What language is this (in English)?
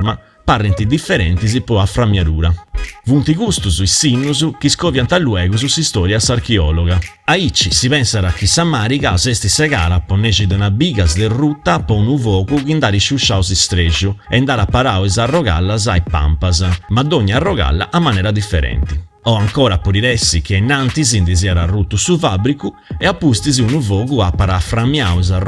Sardinian